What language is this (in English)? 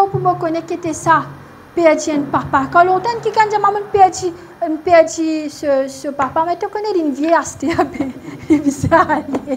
Morisyen